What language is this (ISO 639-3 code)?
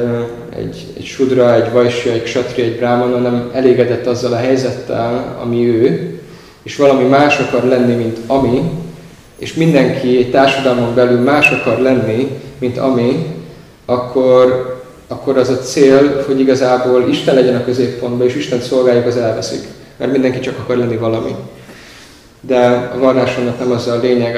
hun